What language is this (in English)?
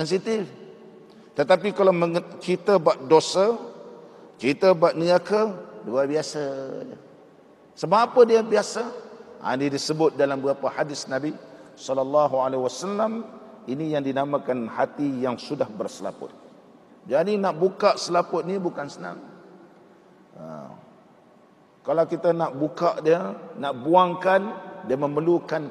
Malay